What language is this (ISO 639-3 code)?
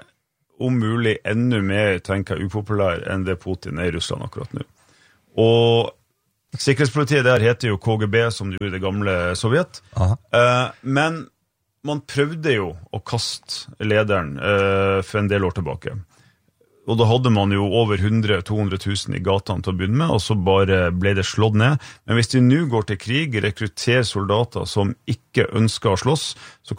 nor